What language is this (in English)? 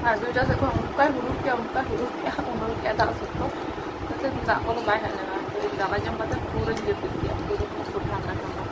Santali